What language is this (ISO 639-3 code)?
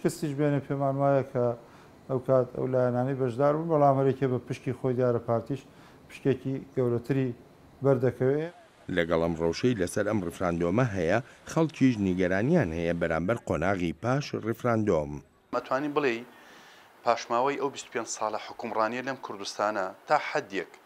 ckb